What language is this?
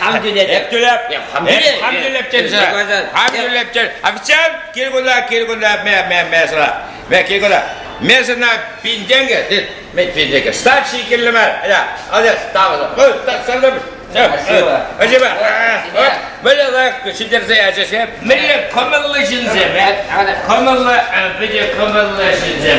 Chuvash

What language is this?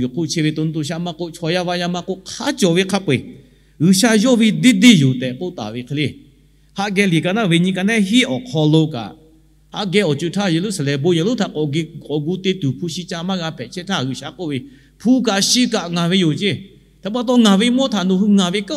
Lahu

